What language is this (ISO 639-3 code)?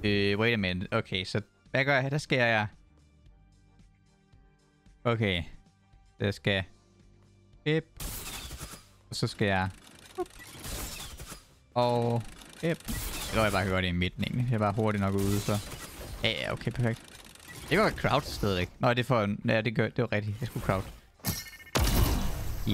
dan